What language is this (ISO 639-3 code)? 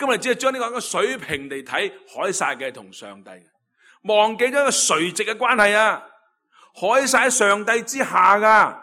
yue